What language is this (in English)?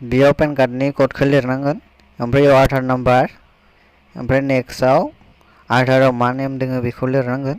Bodo